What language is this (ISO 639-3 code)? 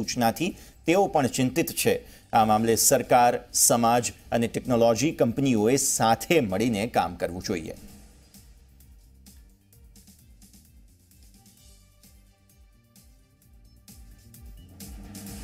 guj